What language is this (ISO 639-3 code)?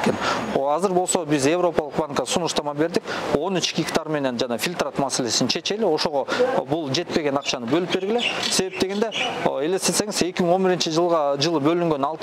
kir